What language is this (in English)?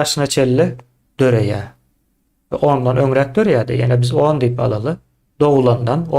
Turkmen